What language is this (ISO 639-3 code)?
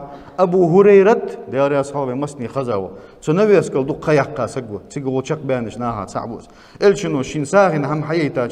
inh